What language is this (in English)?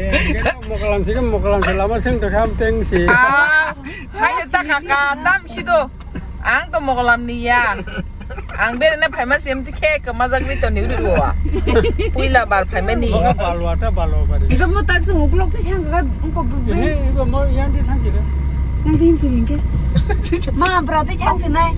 Kok Borok